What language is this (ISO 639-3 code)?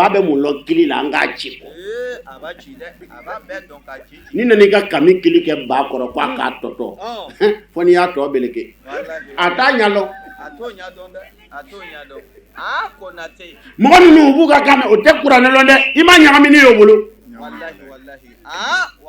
bam